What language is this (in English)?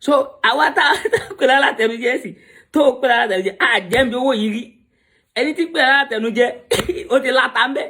Yoruba